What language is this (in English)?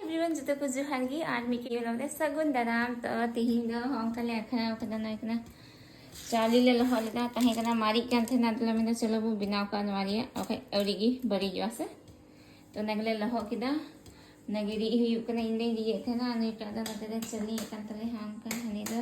Santali